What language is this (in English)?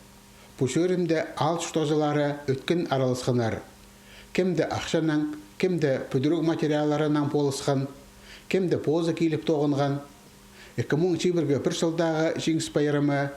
Khakas